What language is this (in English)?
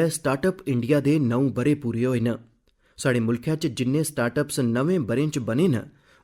Dogri